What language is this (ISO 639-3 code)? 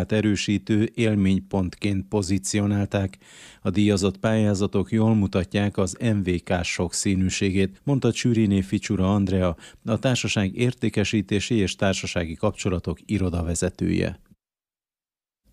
hun